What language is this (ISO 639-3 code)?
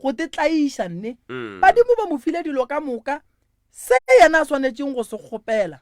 nso